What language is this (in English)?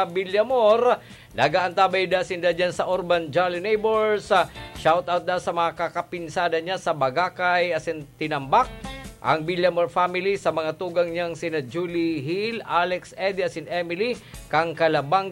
Bikol